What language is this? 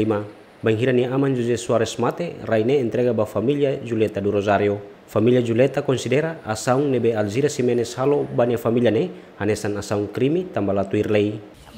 Tetum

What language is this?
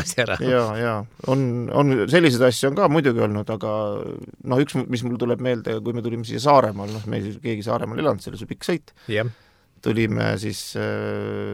Estonian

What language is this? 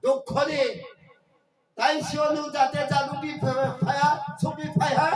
Riang (India)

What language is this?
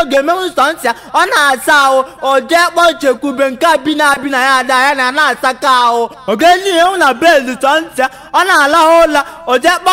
Igbo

